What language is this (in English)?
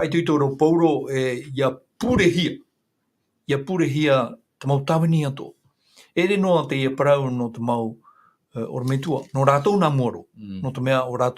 Tahitian